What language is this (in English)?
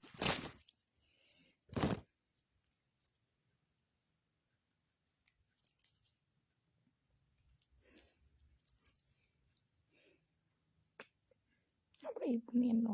Northeastern Thai